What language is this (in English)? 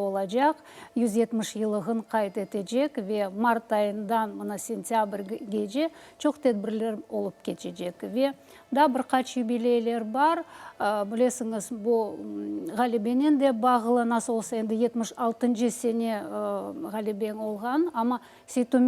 Crimean Tatar